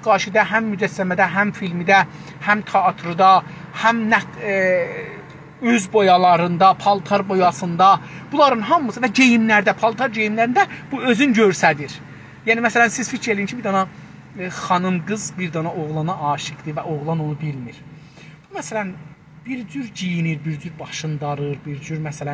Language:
South Azerbaijani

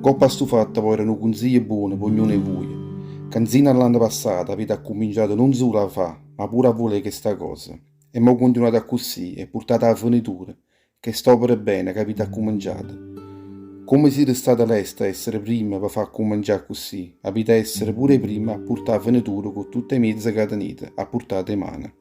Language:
Neapolitan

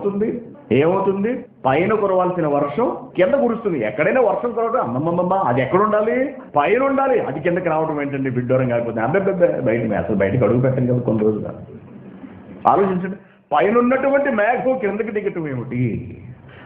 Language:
Telugu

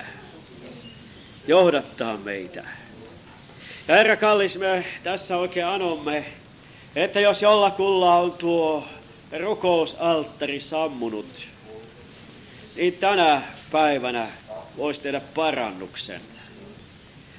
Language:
Finnish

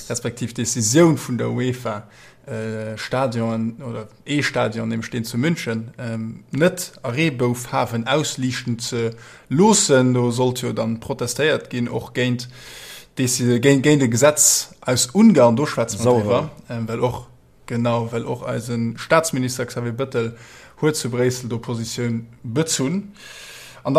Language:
Luxembourgish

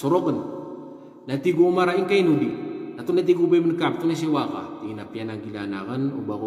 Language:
Maranao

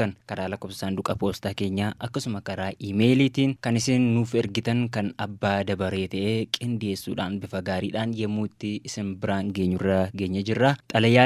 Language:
Oromo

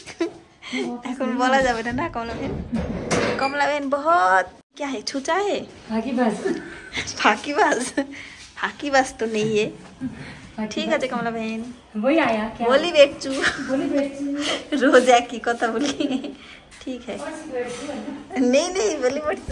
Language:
Bangla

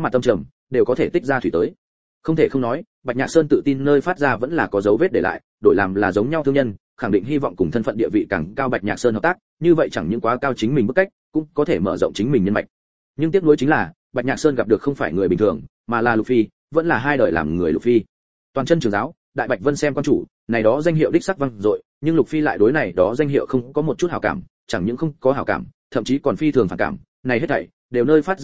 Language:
Vietnamese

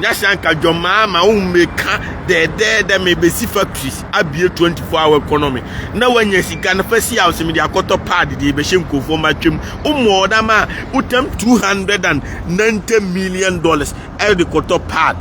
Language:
Akan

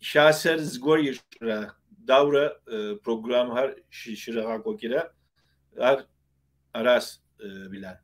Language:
Kabardian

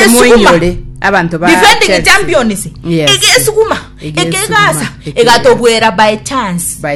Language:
Gusii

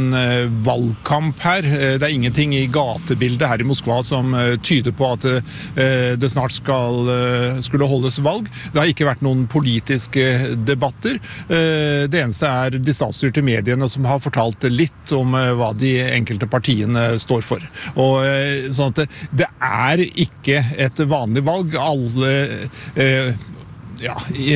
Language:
Norwegian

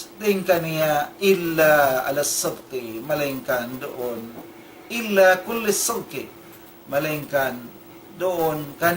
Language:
Tausug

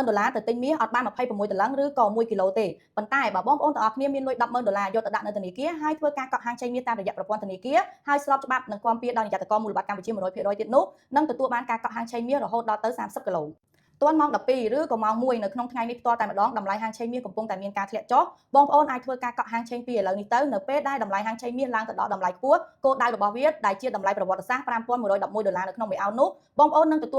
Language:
Khmer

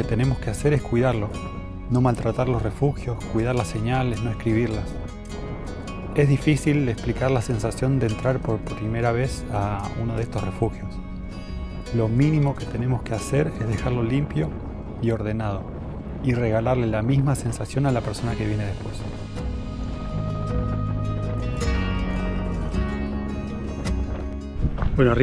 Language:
Spanish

